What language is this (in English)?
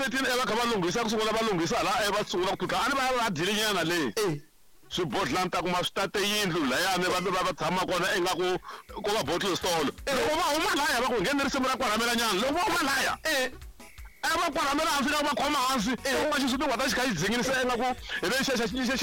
Tsonga